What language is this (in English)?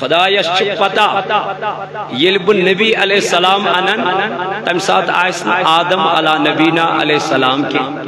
Kashmiri